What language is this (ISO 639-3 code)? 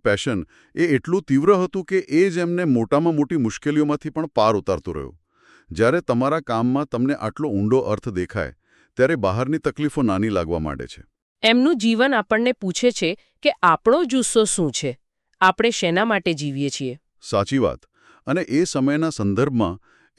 guj